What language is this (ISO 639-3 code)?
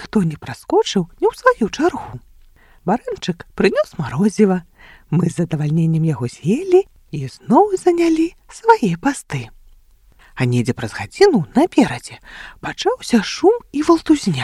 bel